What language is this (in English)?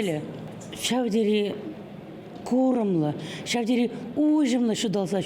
Chuvash